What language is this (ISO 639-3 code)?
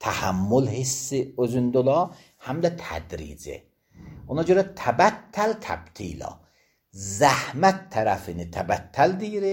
aze